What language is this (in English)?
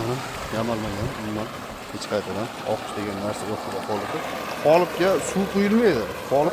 Uzbek